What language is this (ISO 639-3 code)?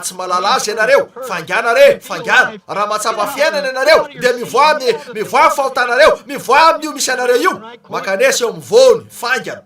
mlg